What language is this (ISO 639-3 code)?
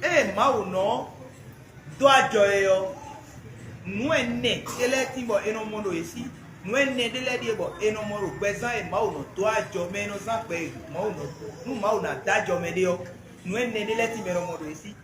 fon